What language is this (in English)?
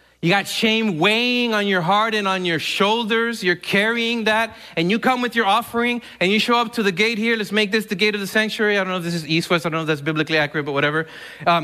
English